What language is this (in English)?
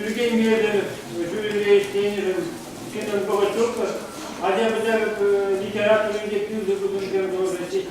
Chuvash